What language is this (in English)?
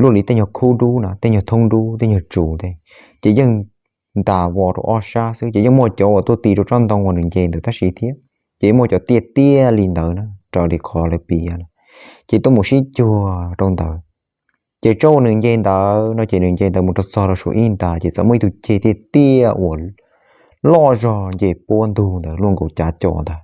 Hmong